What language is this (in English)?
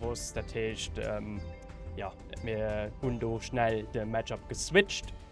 Luxembourgish